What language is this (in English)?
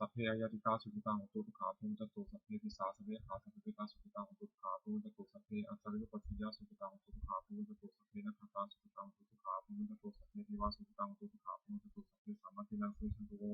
Pali